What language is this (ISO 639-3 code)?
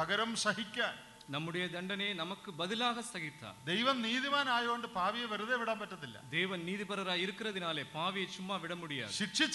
mal